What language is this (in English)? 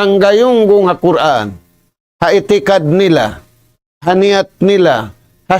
Tausug